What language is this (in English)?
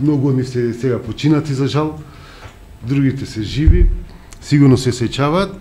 Macedonian